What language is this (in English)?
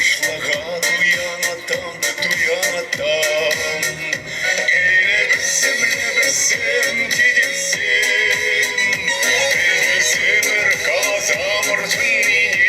Chuvash